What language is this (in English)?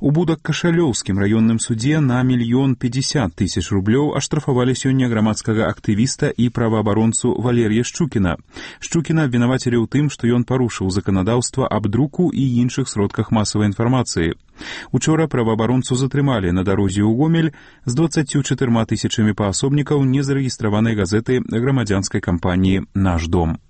Belarusian